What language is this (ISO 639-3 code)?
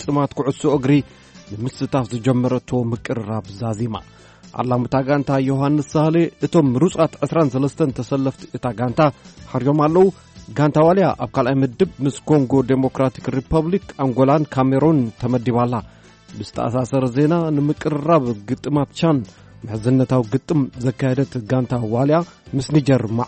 tir